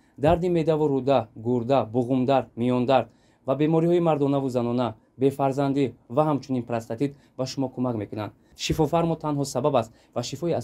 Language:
Tajik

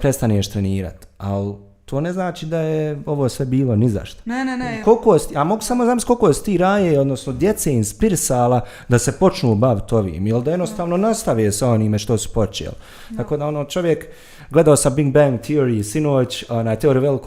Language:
Bosnian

